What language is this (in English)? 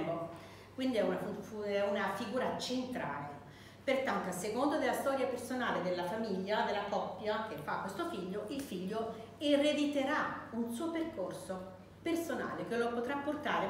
Italian